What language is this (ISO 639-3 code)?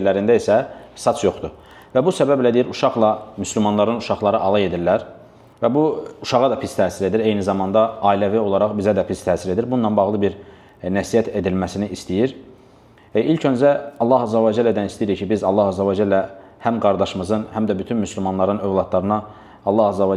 aze